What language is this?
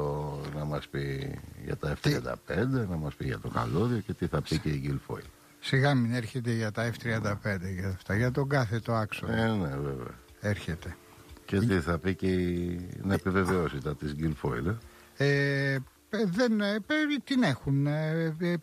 Greek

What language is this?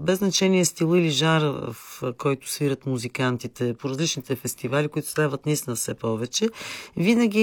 Bulgarian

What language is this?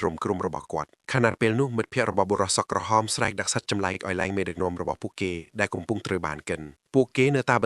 Khmer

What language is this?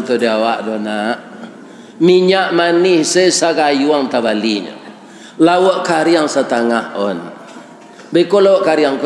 Minangkabau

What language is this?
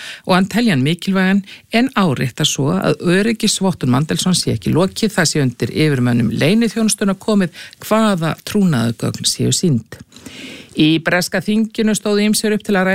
Icelandic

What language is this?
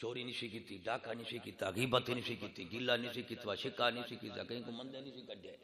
Saraiki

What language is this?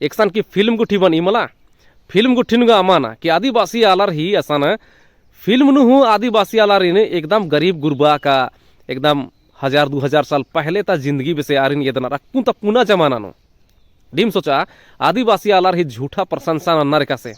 Kurukh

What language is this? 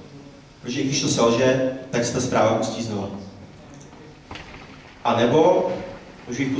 Czech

